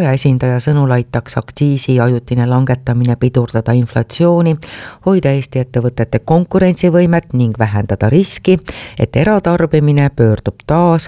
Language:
Estonian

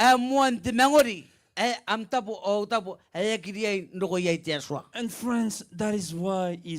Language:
Gilbertese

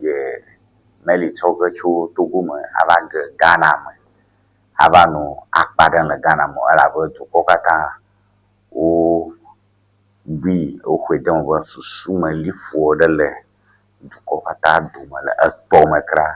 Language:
Ewe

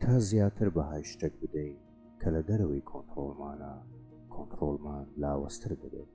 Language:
Central Kurdish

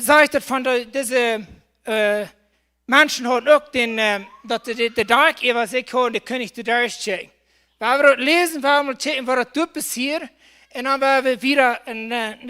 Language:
Plautdietsch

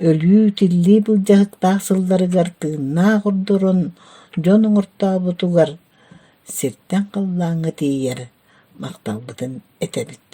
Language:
Yakut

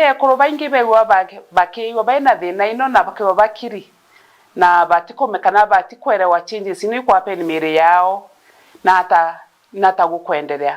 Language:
Meru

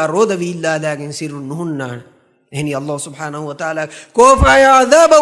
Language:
Divehi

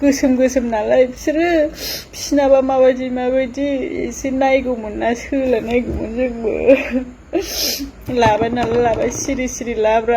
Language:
Bodo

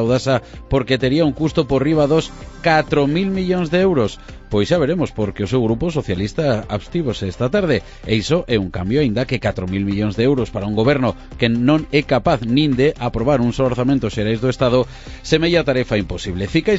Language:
Galician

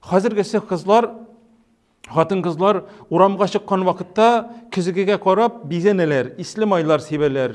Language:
Tatar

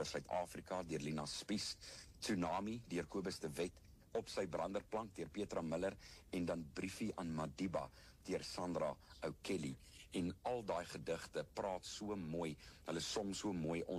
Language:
Afrikaans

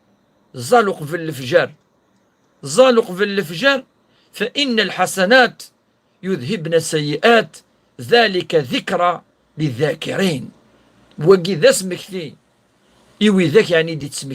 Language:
Kabyle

